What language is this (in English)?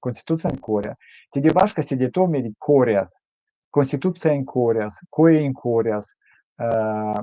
Erzya